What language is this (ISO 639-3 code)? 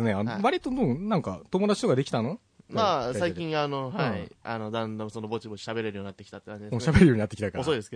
jpn